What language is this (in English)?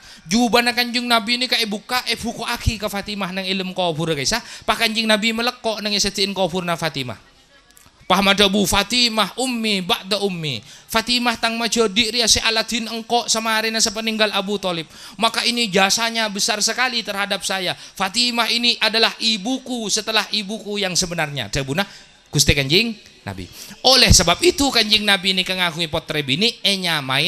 Madurese